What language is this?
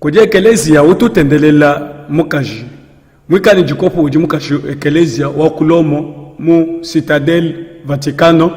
Luba-Lulua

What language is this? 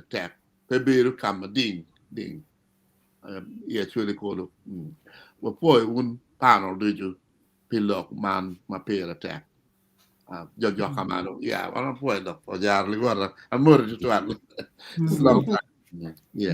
Acoli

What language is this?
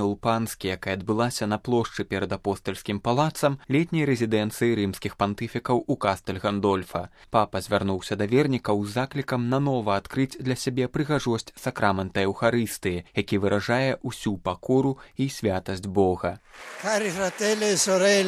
Belarusian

